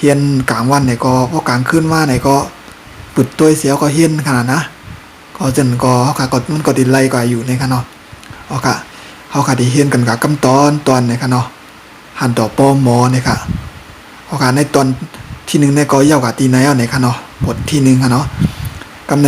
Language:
Shan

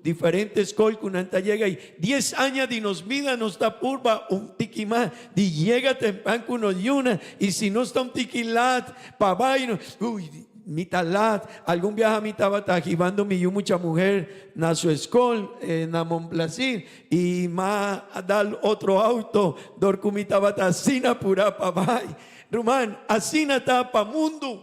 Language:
Papiamento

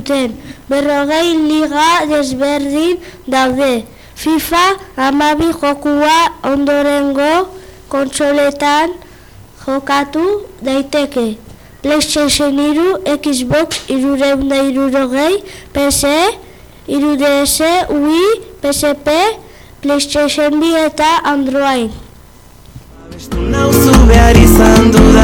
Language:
Basque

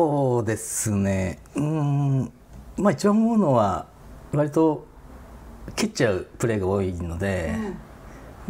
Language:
Japanese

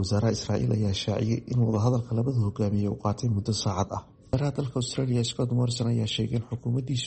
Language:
Somali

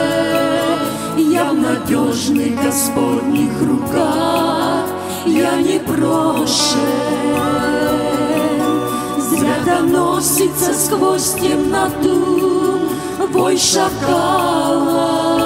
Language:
Russian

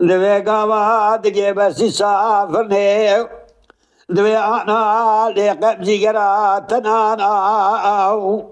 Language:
Kurdish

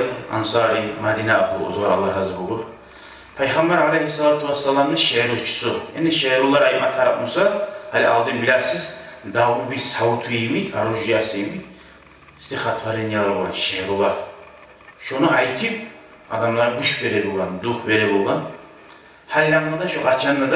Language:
Kumyk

